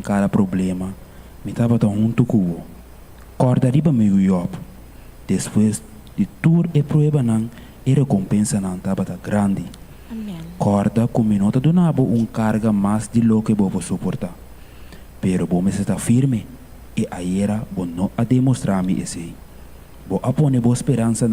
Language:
Papiamento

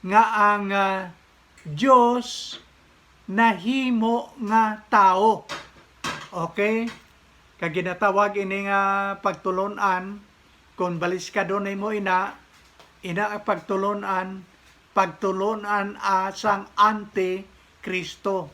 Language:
Hiligaynon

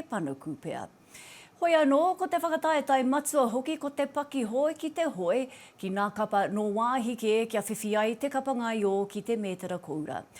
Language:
Māori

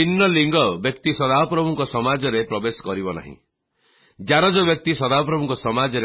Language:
Odia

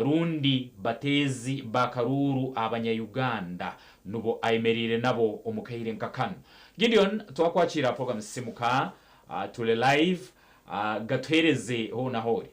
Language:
Nyankole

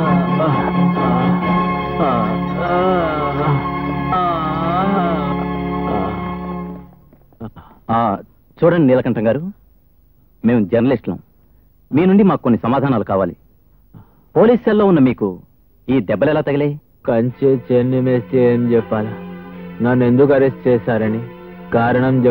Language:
Telugu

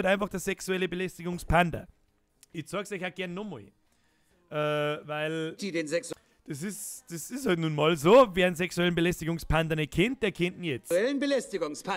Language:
Bavarian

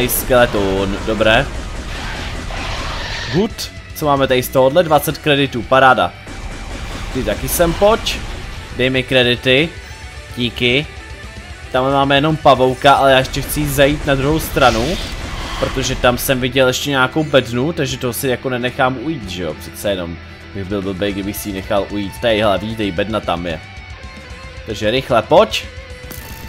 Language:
Czech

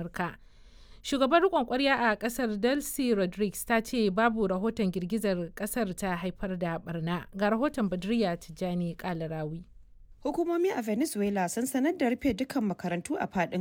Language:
Hausa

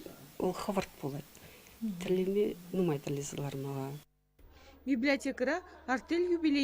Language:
Chuvash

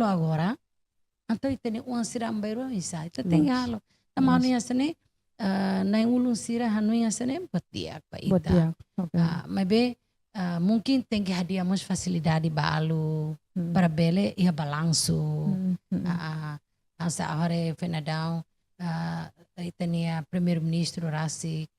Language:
Tetum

